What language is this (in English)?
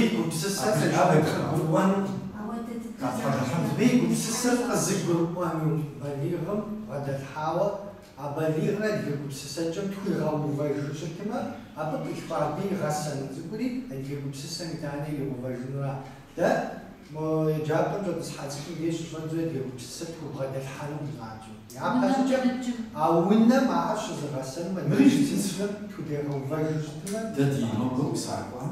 Kabardian